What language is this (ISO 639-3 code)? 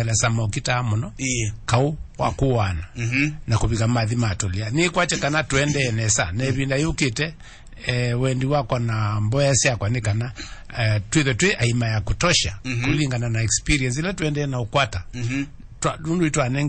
kam